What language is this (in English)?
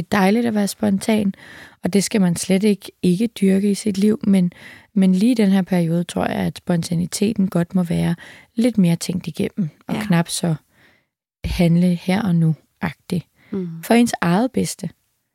Danish